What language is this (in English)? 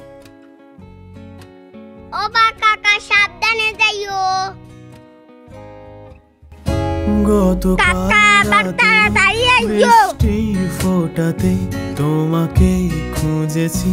Bangla